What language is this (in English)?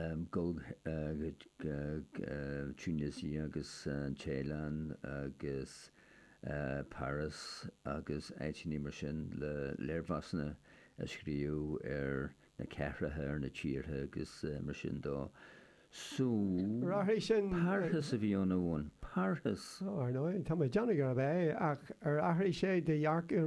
Irish